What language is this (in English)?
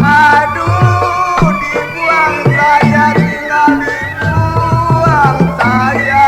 Betawi